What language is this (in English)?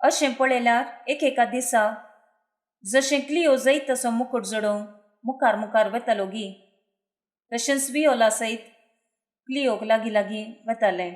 Konkani